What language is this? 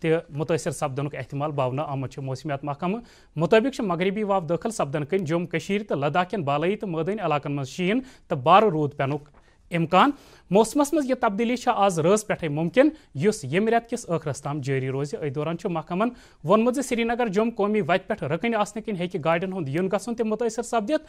Kashmiri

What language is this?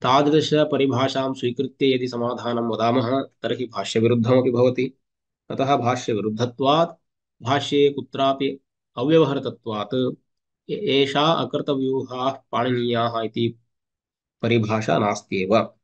Sanskrit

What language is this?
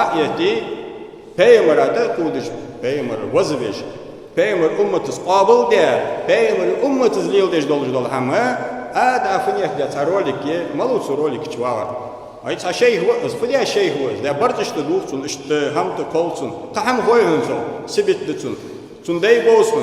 Ingush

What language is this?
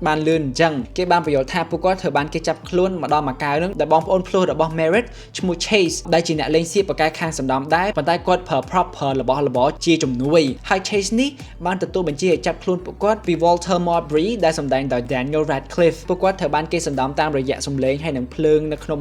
Khmer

